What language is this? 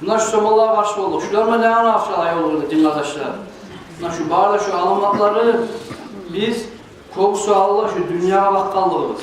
Kumyk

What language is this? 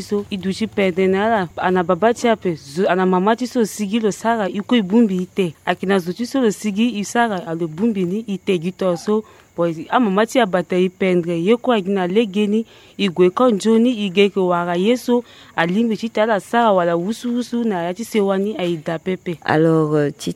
Sango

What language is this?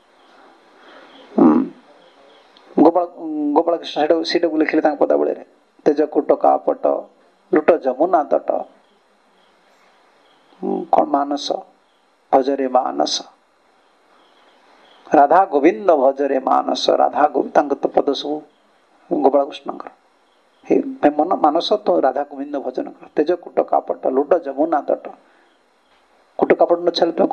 Odia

